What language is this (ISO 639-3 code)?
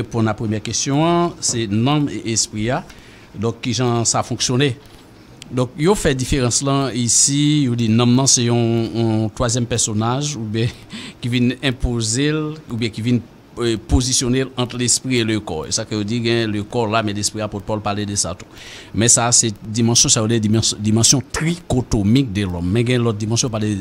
hat